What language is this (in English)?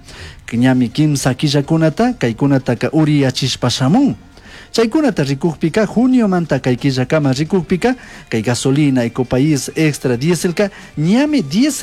Chimborazo Highland Quichua